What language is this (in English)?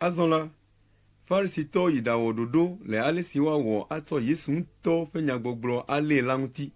Ewe